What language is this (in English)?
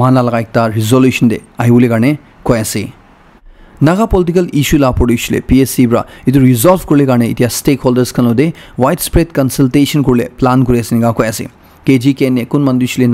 Naga Pidgin